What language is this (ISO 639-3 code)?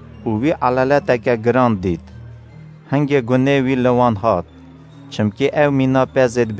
kur